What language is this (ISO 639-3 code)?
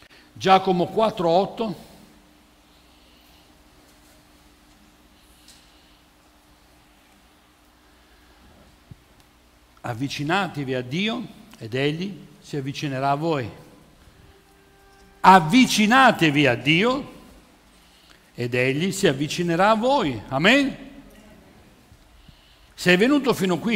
ita